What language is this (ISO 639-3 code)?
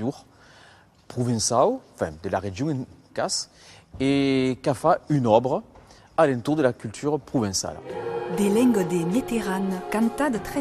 oci